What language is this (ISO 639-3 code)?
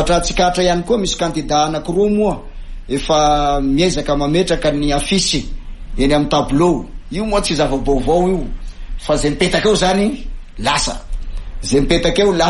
mlg